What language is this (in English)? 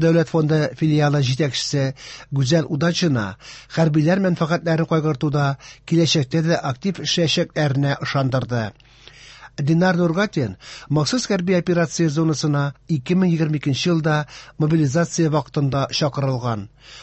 Tatar